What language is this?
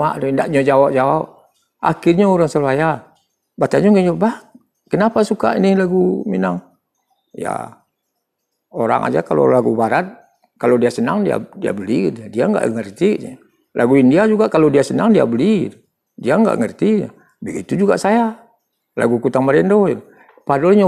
Minangkabau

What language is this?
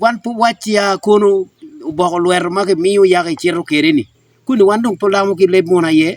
Acoli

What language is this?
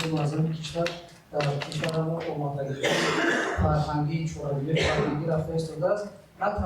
Tajik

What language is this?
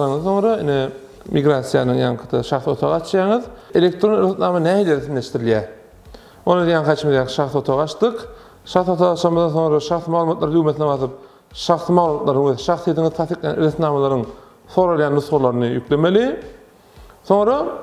Turkmen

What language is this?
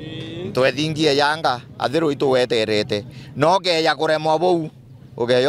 Meru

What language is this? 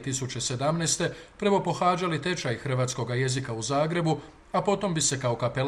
Croatian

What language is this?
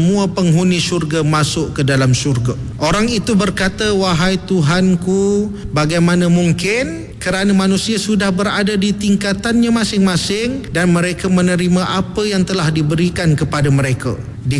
Malay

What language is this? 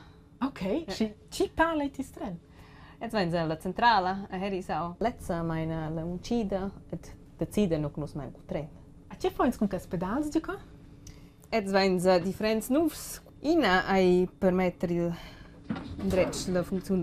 Romansh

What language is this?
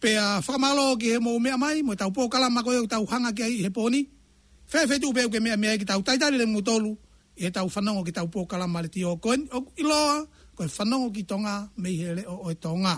Tongan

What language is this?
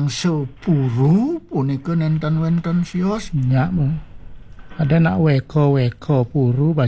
Balinese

